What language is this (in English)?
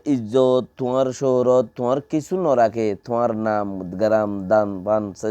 Rohingya